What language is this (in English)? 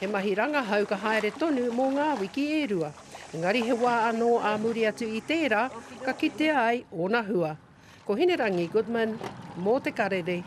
Māori